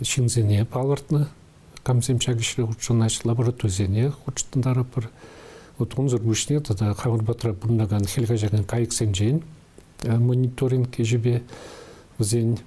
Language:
Chuvash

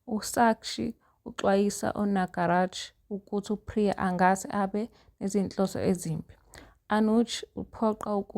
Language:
Zulu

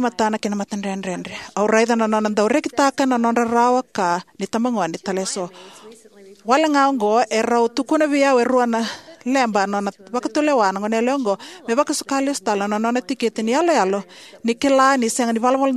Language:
Fijian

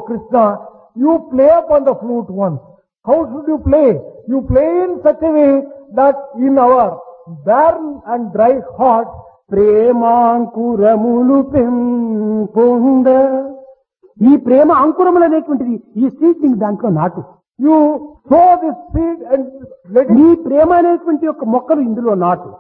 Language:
Telugu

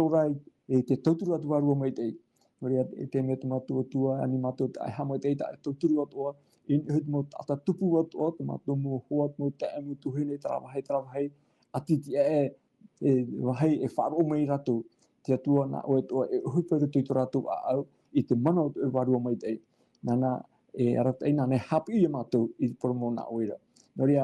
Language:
Tahitian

